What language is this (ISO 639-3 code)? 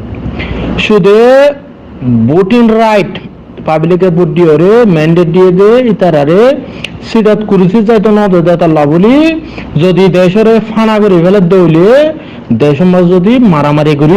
rhg